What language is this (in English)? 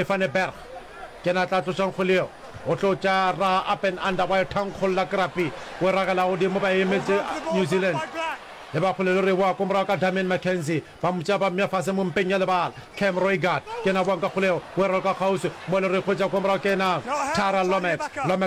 Northern Sotho